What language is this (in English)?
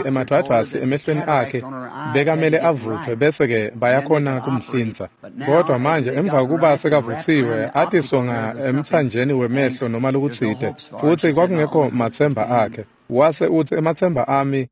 Swati